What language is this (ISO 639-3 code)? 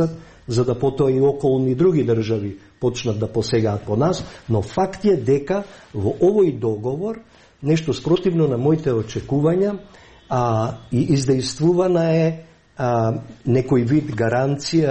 mkd